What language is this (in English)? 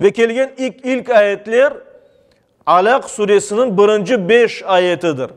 Crimean Tatar